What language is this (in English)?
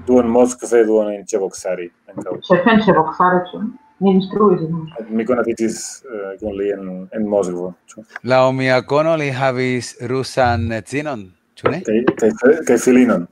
Esperanto